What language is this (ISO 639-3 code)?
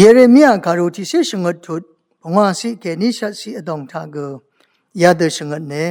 raw